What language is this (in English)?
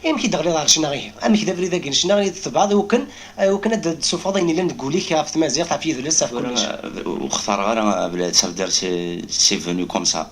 Kabyle